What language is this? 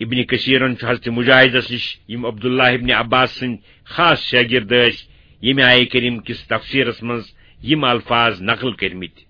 Kashmiri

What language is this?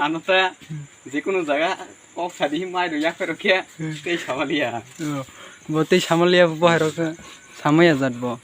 Kok Borok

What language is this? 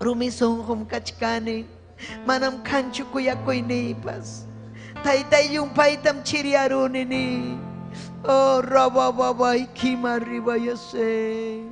Ayacucho Quechua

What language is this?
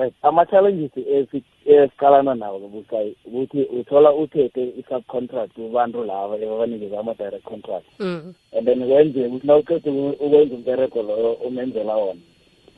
South Ndebele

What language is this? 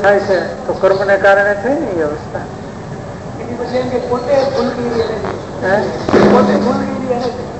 Gujarati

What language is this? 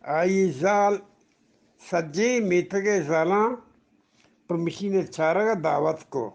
Eastern Balochi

